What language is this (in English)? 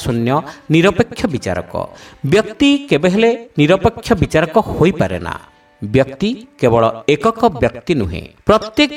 Odia